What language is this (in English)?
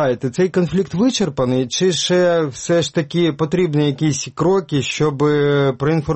Ukrainian